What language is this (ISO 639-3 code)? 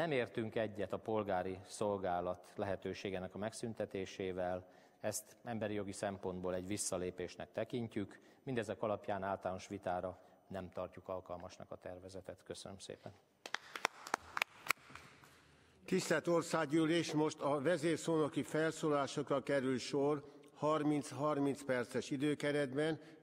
hun